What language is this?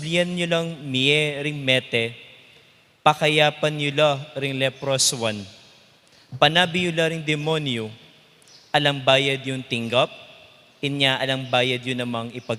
Pampanga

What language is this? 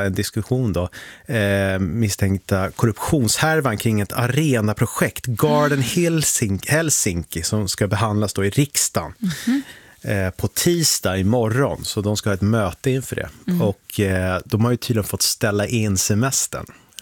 Swedish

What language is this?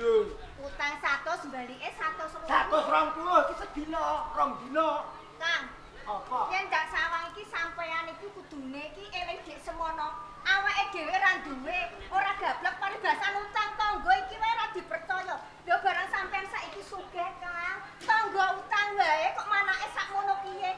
Javanese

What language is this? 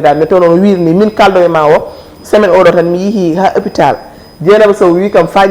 Fula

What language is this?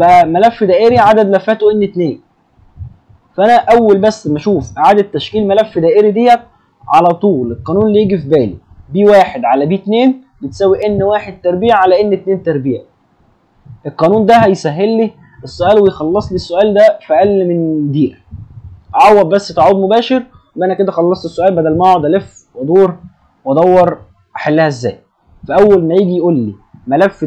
Egyptian Arabic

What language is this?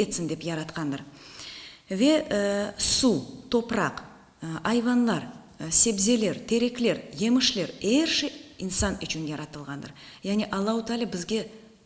Crimean Tatar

